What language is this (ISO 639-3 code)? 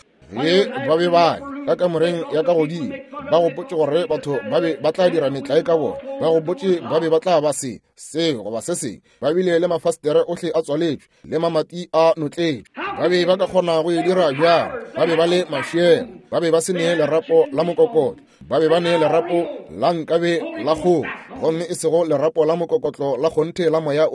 nso